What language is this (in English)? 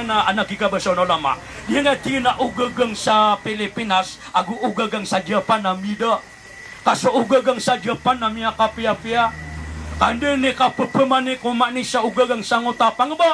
Maranao